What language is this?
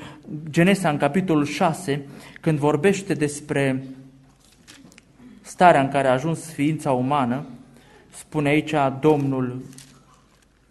Romanian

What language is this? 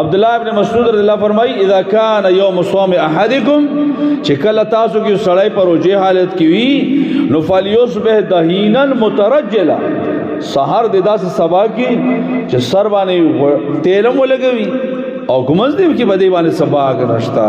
Pashto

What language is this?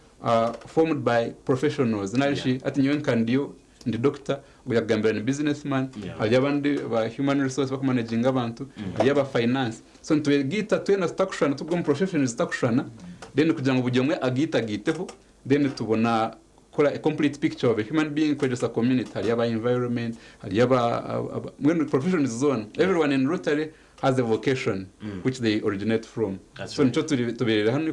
Nyankole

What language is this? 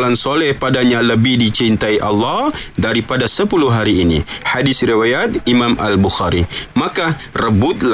Malay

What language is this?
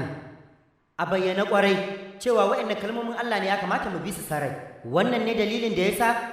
Hausa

